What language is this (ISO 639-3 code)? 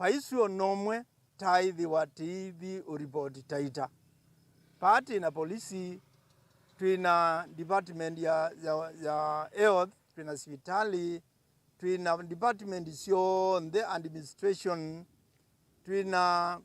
kam